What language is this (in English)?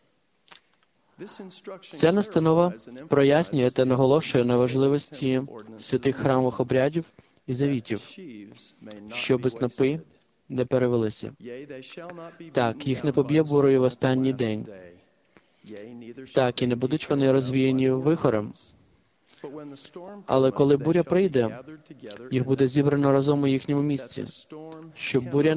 Ukrainian